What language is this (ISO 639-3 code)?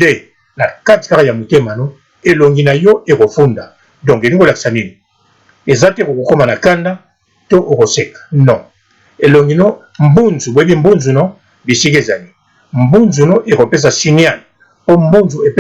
lin